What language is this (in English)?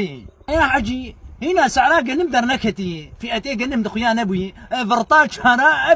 Kurdish